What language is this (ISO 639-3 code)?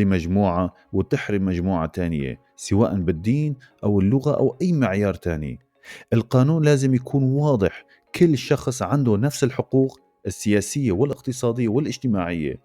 apc